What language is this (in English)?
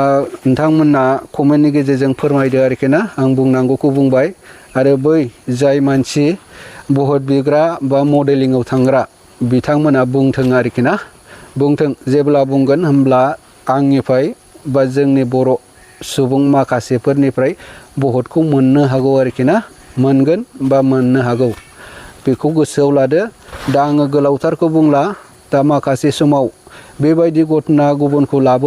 Bodo